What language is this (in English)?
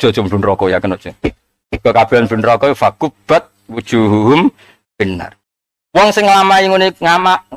Javanese